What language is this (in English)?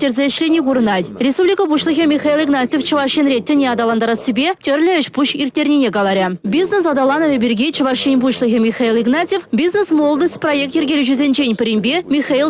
Chuvash